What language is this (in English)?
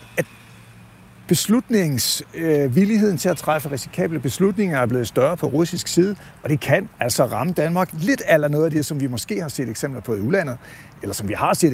Danish